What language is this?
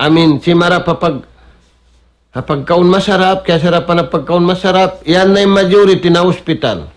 Tausug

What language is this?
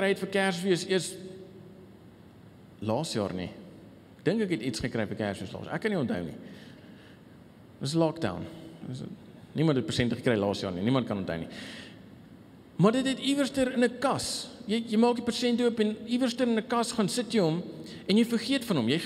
Afrikaans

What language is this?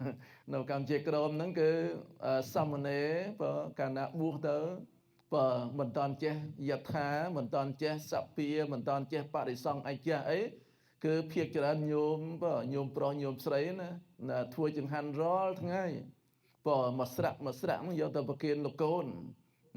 Khmer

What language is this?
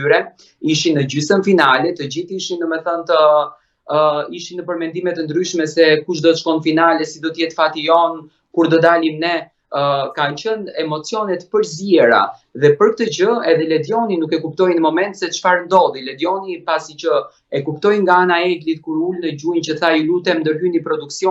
Albanian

